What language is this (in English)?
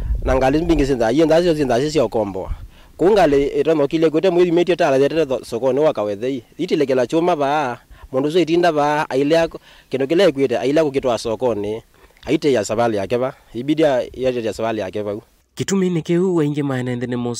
Kamba